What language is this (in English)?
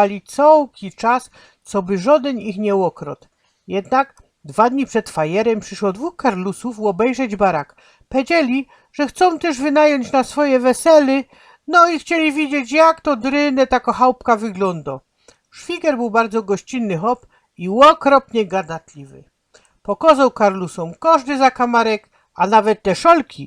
Silesian